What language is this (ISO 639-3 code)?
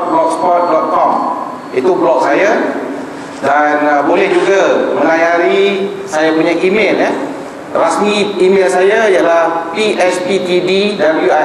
msa